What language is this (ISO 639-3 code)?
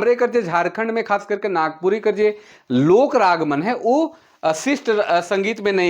sck